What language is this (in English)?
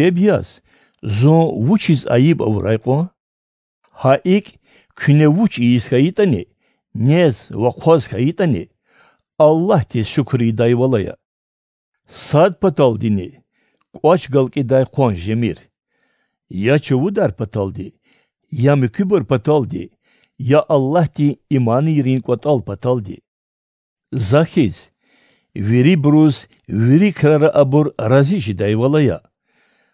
Lezghian